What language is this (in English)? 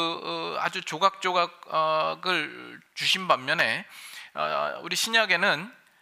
Korean